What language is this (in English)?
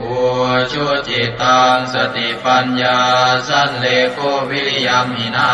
Pali